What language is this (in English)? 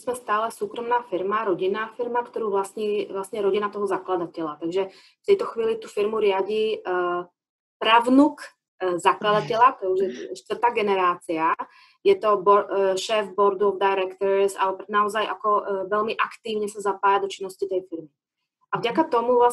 Slovak